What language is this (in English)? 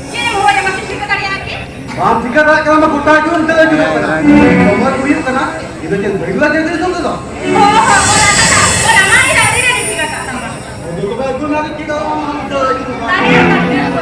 Santali